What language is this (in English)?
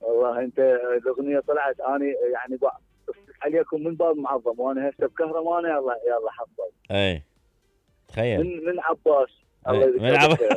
Mesopotamian Arabic